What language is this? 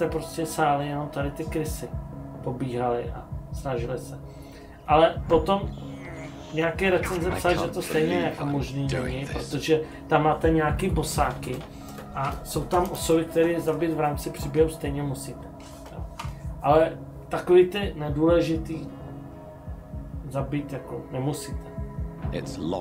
Czech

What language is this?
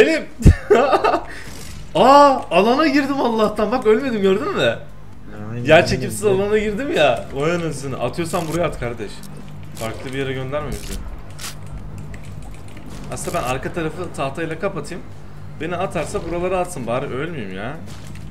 Turkish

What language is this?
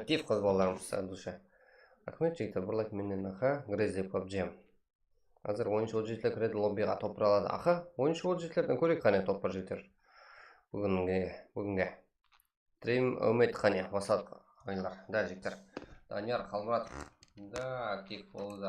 Kara-Kalpak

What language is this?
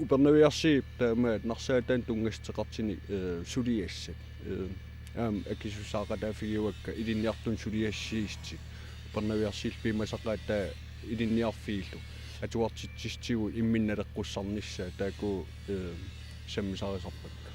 Kalaallisut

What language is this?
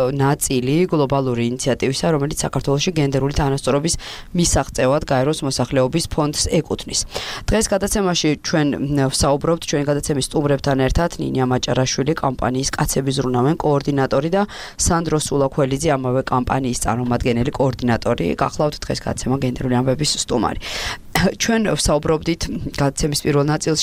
Georgian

